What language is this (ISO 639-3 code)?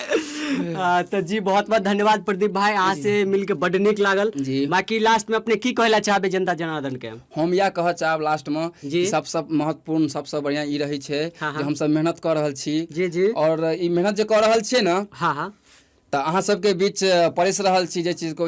mai